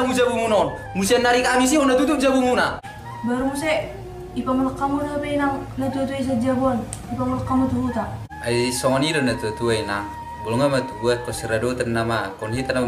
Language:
Batak Toba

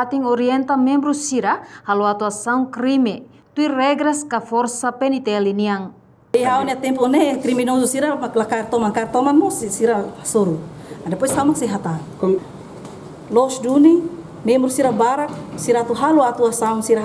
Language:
Tetum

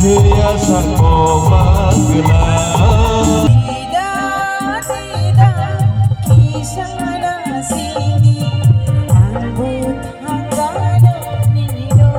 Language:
Kok Borok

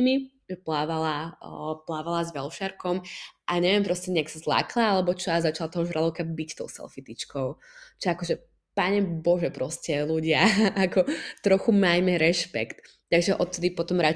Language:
Slovak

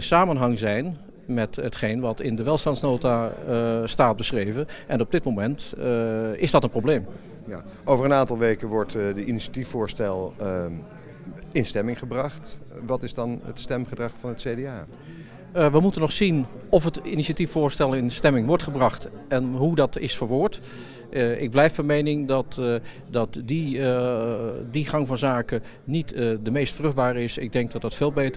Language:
Dutch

